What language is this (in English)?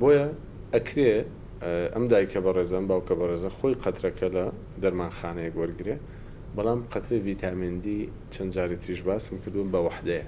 Central Kurdish